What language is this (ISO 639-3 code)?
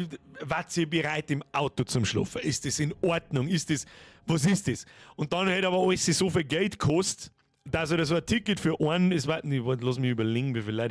bar